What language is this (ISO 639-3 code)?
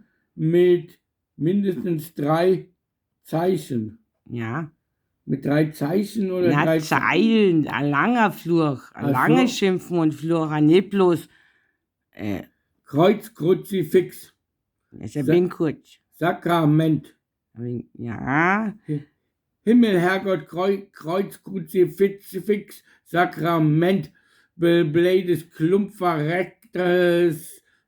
bar